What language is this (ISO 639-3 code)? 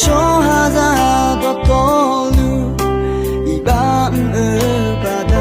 ahk